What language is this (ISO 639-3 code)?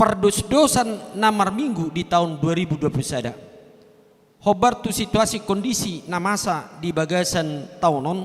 bbc